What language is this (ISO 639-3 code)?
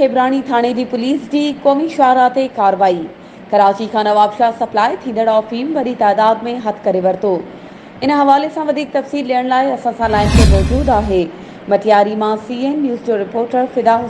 snd